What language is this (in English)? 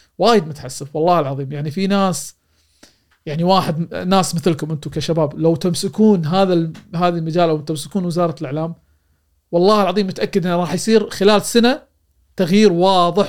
Gulf Arabic